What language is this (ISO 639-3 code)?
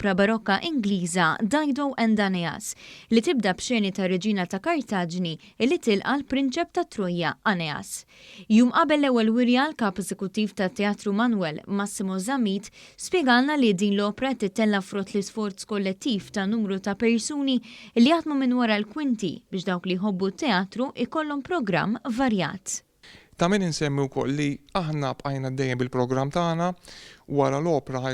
mlt